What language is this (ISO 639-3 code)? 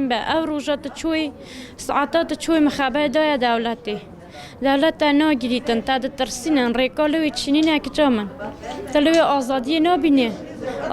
kur